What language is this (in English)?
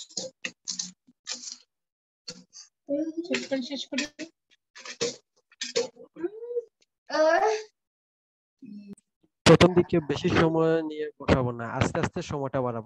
Bangla